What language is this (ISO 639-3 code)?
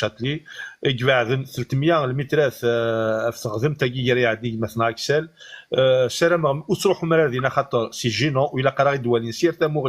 kab